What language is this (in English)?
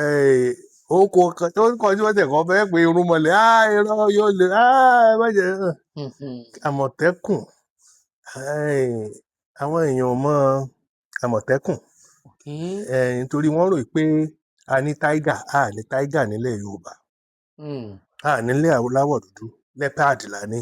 Yoruba